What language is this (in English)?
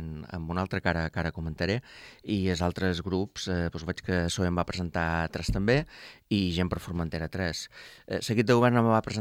Catalan